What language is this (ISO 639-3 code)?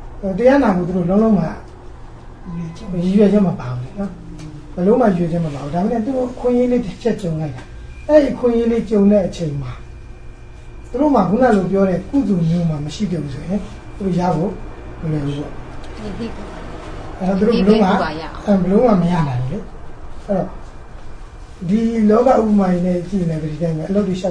mya